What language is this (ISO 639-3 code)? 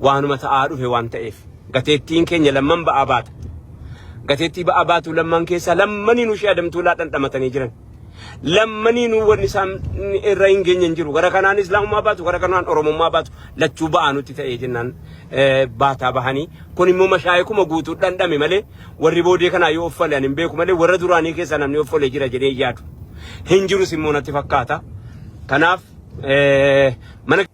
orm